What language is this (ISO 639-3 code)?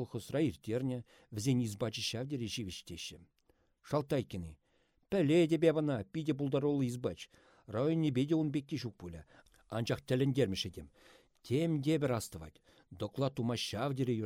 chv